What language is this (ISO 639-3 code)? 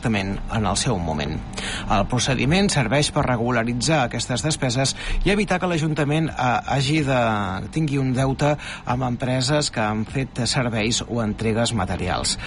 cat